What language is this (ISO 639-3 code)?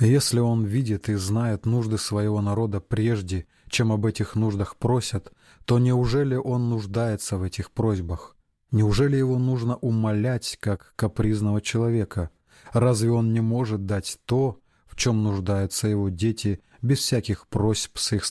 rus